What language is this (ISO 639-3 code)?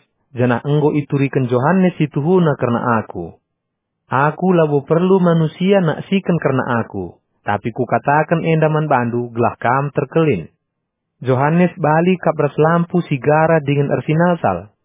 btx